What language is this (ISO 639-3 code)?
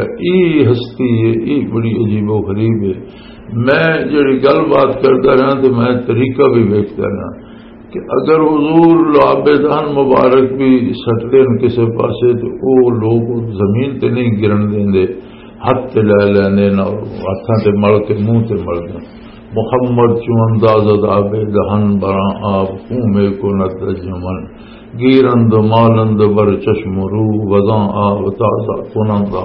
lah